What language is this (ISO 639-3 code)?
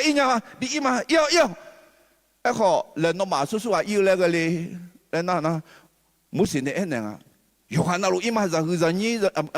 ahk